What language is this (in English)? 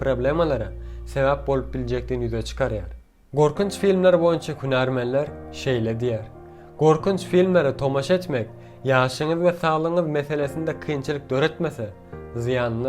Turkmen